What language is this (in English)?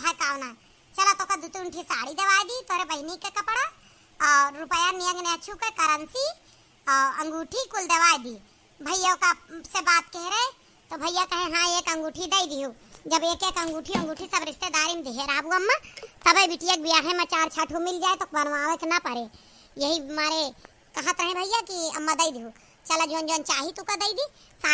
Awadhi